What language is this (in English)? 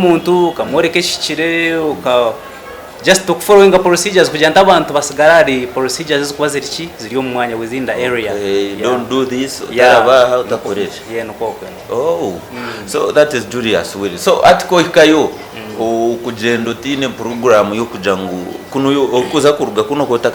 Nyankole